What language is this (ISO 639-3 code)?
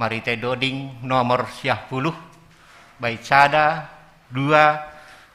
bts